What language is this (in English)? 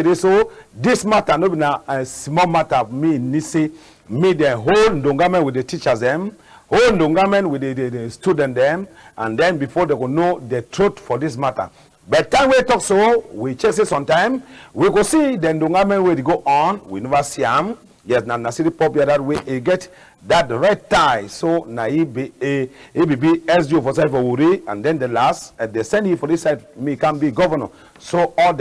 Cameroon Pidgin